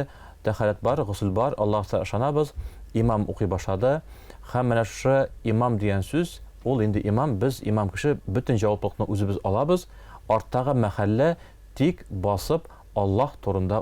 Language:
Tatar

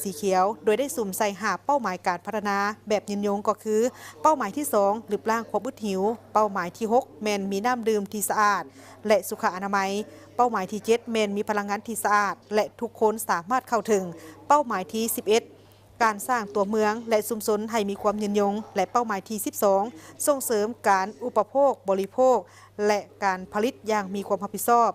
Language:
Lao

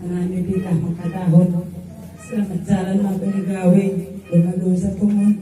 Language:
Batak Simalungun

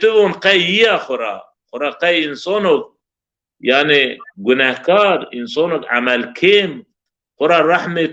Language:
Zaza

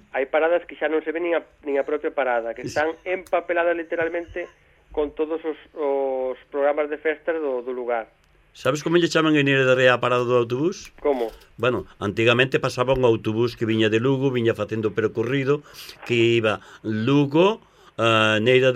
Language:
Galician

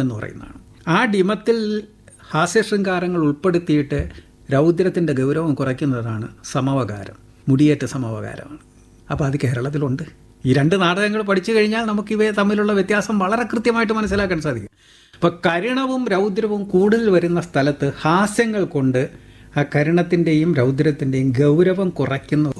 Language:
Malayalam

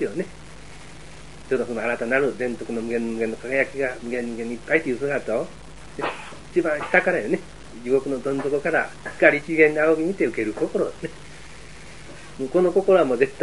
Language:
Japanese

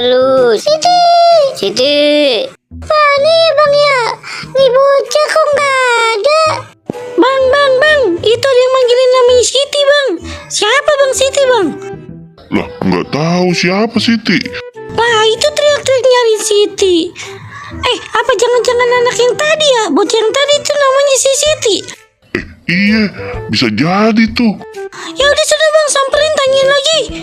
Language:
Betawi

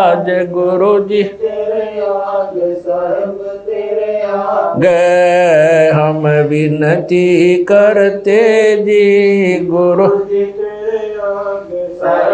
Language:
Hindi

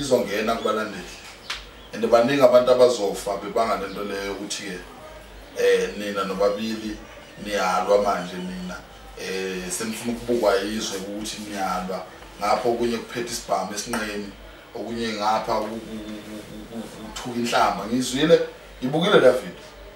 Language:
Zulu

